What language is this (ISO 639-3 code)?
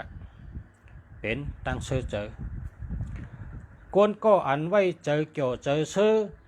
shn